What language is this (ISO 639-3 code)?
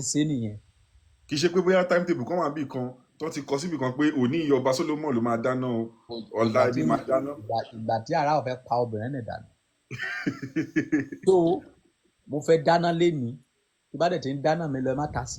yor